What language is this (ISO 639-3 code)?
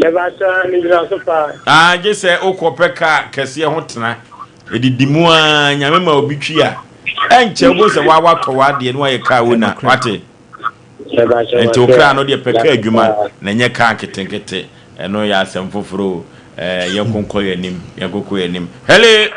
aka